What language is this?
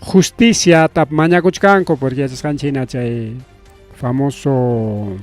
Ayacucho Quechua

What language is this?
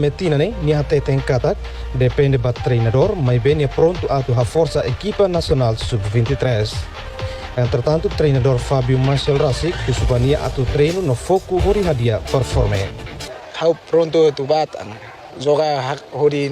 Tetum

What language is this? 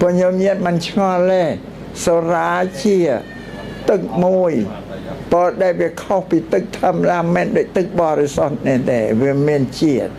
Khmer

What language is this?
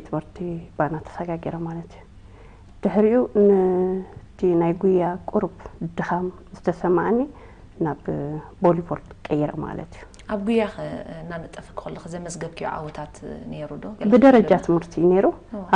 Tigrinya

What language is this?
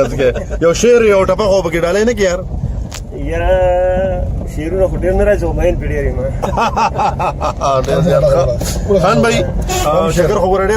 Pashto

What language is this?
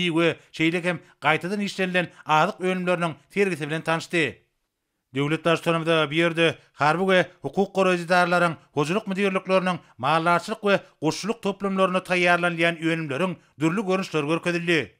Turkmen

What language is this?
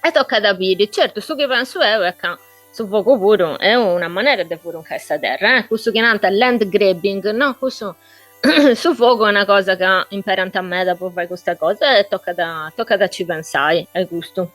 Sardinian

